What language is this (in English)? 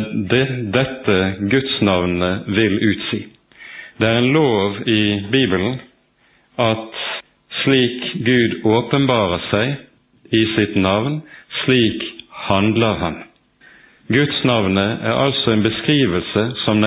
Norwegian